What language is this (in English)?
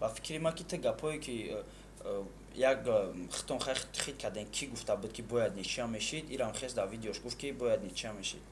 Tajik